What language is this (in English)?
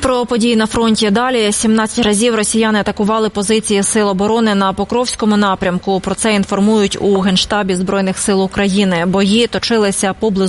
Ukrainian